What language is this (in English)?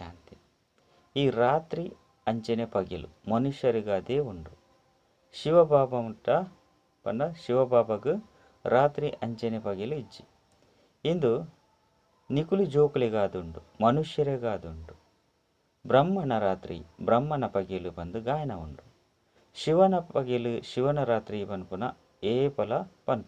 Tulu